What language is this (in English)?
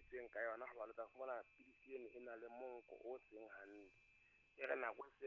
Southern Sotho